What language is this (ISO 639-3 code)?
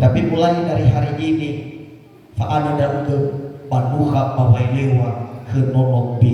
nia